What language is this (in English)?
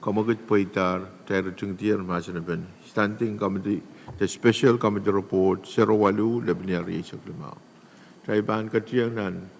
Pohnpeian